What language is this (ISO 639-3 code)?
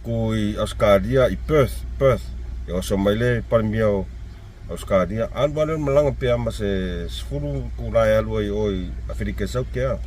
smo